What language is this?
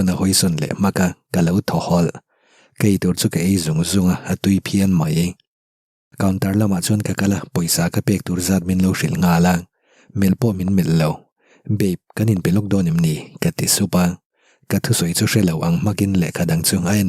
Mizo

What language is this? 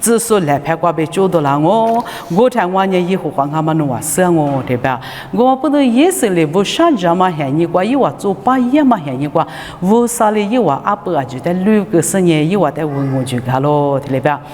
Lisu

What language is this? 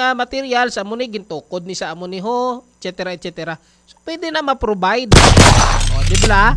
Hiligaynon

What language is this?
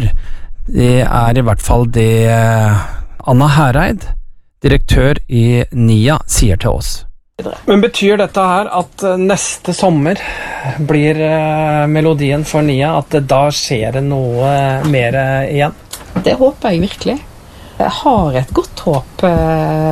Norwegian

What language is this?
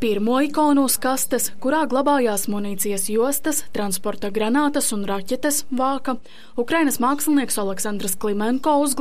Latvian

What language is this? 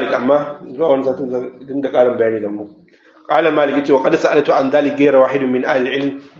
Hausa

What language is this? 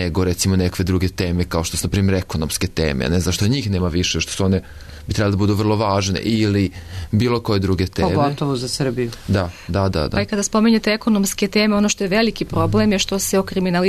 Serbian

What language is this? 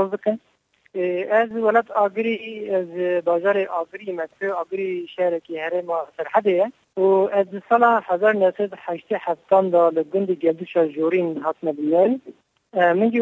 Kurdish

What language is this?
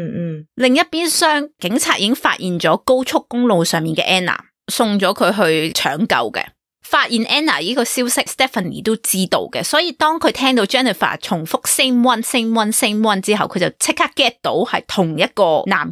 Cantonese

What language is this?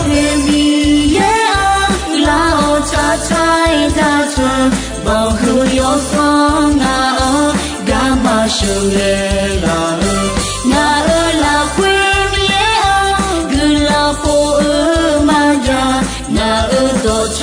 Akha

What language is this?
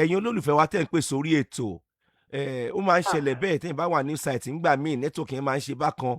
Yoruba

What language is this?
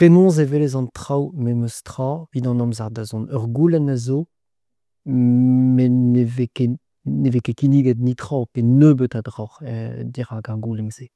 Breton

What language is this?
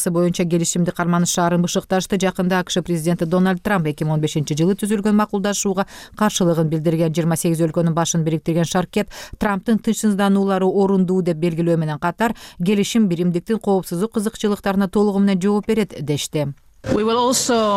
Kyrgyz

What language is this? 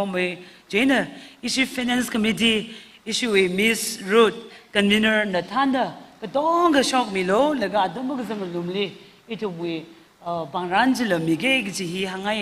Tangkhul Naga (India)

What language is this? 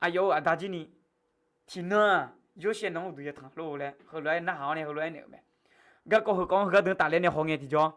Akha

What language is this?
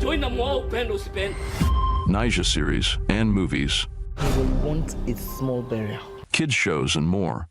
Meru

